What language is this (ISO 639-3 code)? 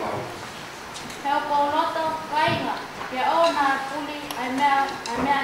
ton